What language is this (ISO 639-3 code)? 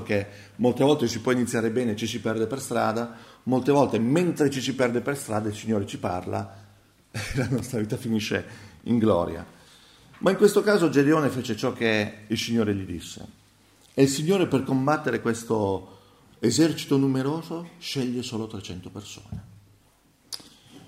ita